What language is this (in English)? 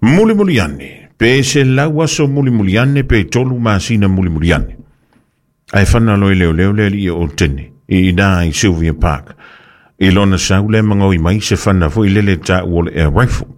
Samoan